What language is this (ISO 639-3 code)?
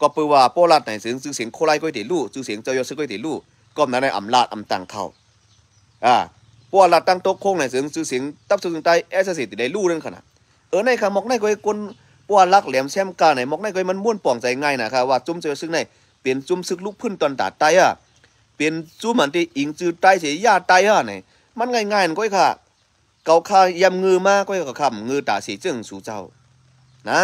shn